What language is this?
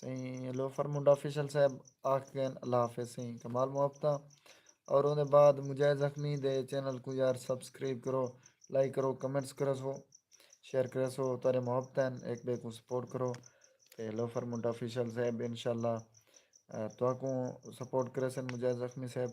Saraiki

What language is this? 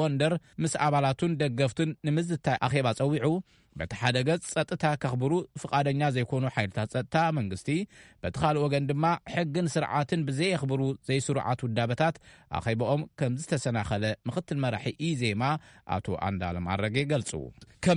Tigrinya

